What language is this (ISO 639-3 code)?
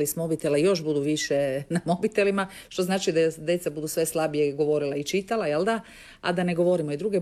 hrv